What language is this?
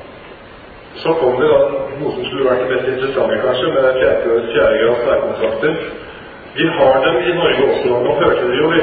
Norwegian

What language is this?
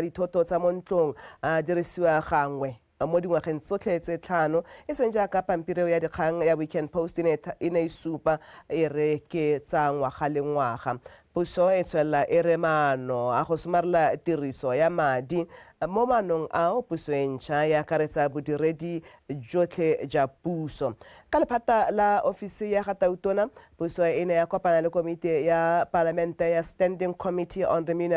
Tswana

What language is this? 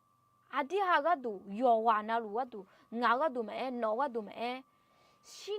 Akha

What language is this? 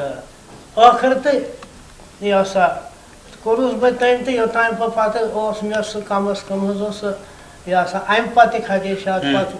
Kashmiri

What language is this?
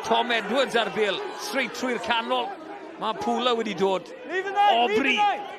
Welsh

